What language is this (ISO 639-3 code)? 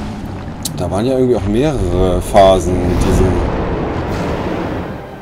deu